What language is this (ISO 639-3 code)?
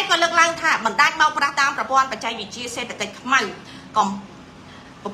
khm